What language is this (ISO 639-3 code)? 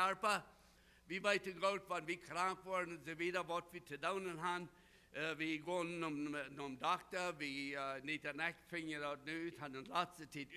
pdt